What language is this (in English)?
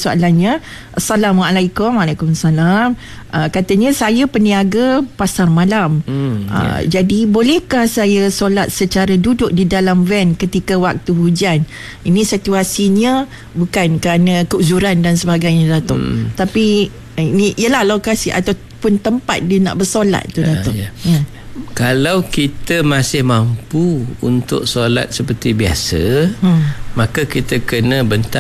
Malay